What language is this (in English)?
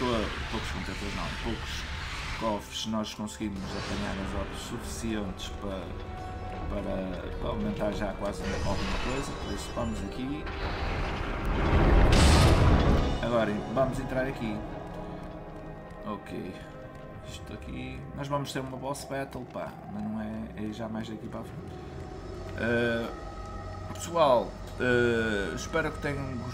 Portuguese